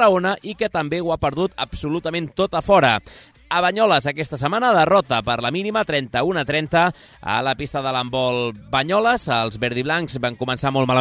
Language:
Catalan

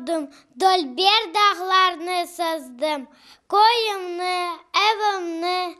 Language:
Crimean Tatar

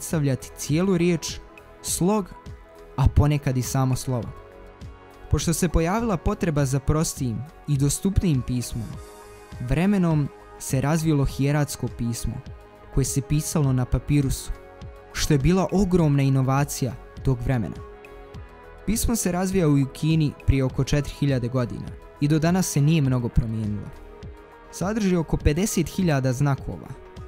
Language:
Bosnian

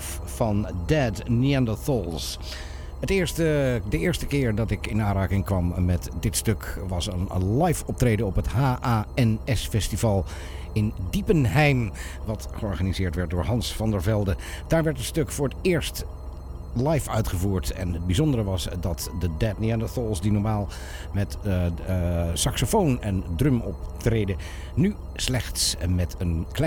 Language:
Dutch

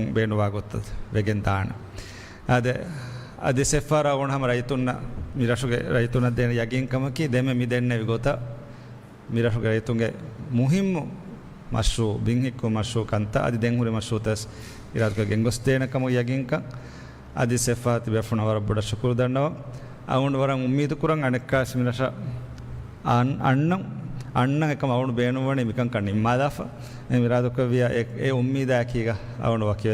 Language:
Divehi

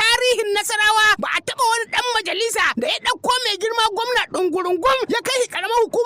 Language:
Hausa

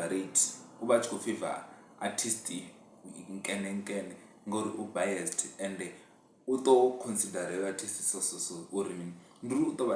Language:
Venda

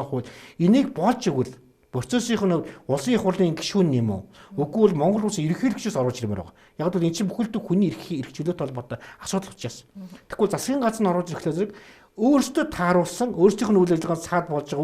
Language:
Mongolian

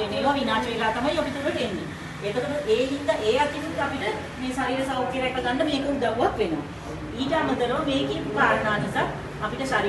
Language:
Sinhala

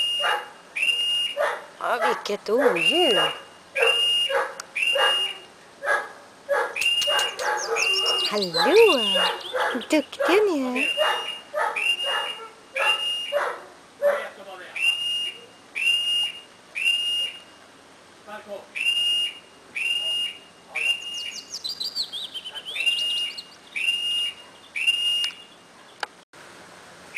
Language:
Swedish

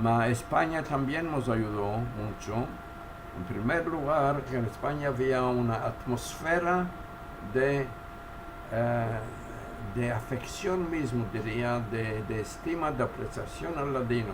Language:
Ladino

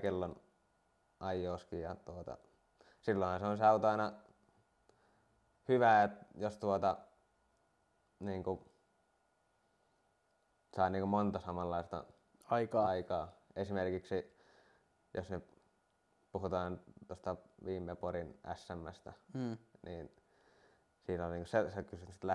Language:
Finnish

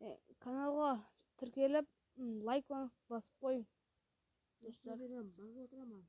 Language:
Kara-Kalpak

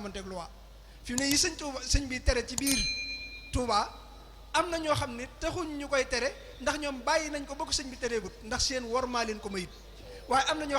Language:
Wolof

